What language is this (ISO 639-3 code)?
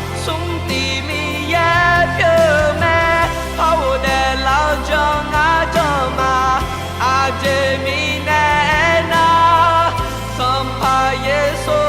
ahk